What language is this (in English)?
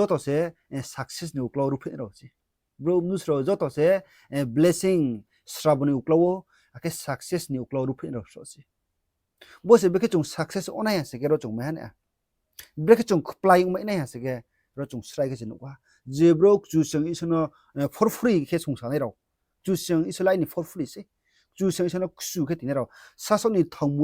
Riang (India)